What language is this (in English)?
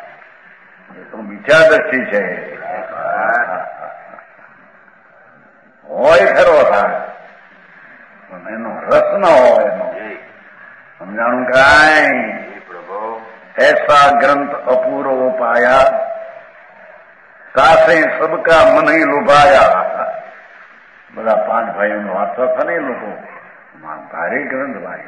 Gujarati